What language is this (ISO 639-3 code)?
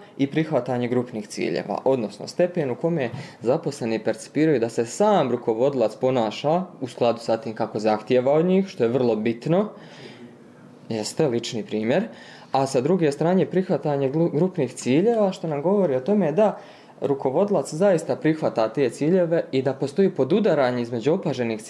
bos